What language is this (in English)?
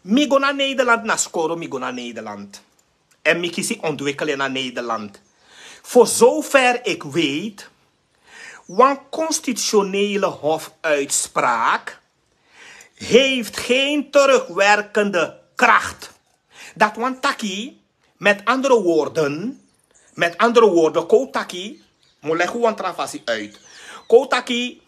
Sranan Tongo